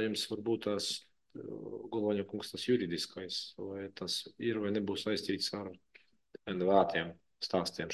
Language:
Latvian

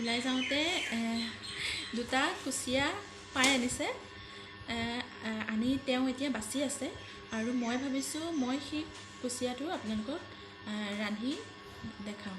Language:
Assamese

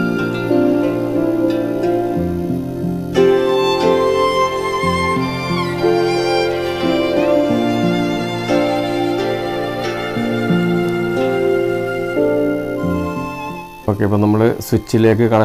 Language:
Malayalam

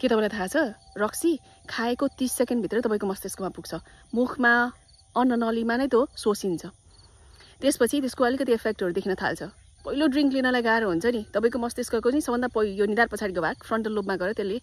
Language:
Nepali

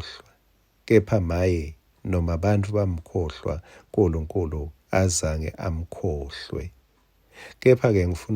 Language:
Swati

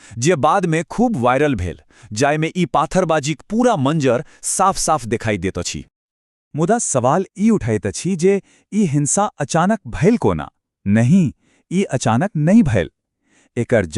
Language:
Maithili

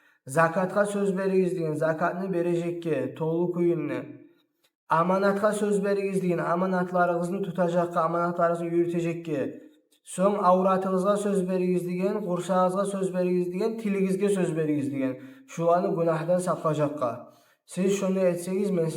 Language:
Kumyk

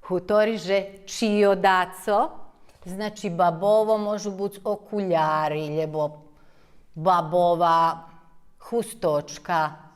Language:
Rusyn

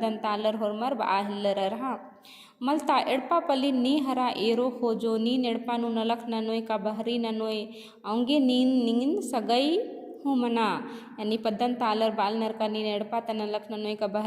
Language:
Kurukh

